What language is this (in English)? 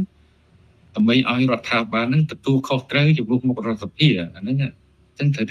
Khmer